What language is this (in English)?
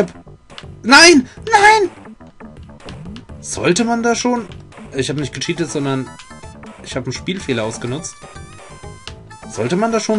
German